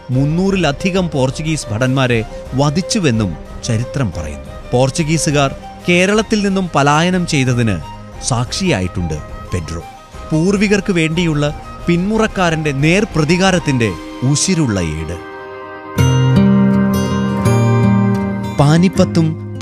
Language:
Malayalam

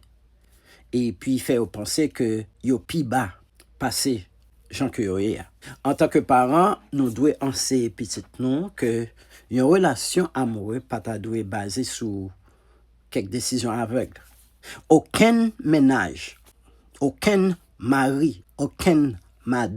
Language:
Haitian Creole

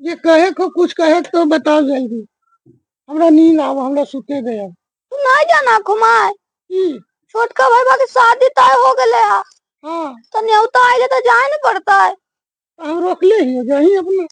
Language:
Magahi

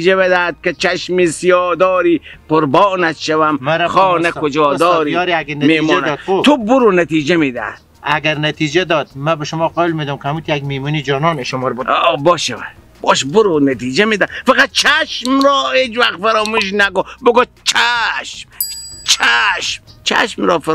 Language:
Persian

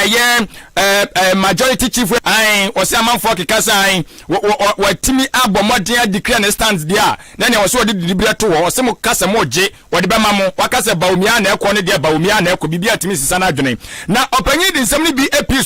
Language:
Akan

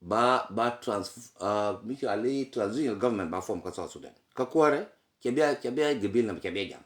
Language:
Nuer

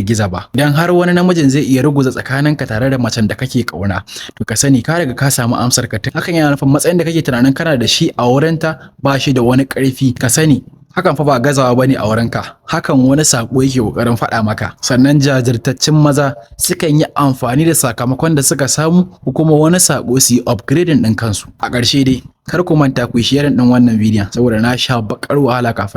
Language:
Hausa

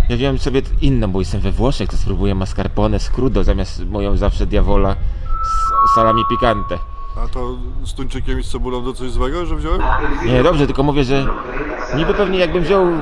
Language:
Polish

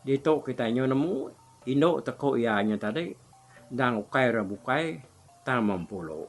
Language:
Iban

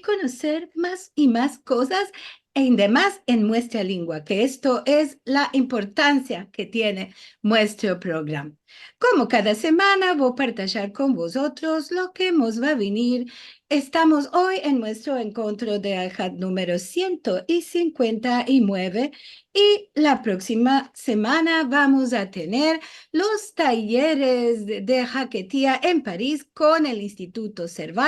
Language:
Ladino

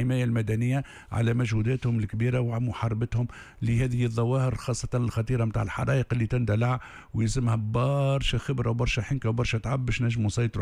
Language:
Tunisian Arabic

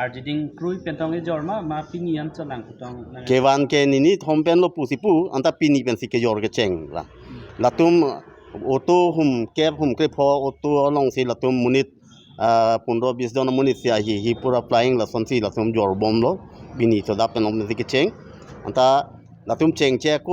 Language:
Karbi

